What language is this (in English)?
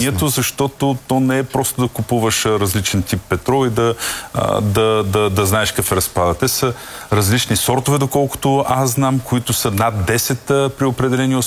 Bulgarian